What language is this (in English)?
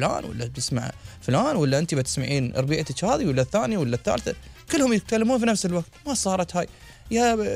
Gulf Arabic